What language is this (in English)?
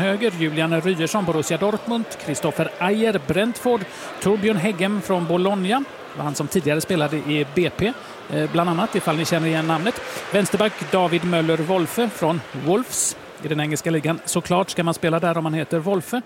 Swedish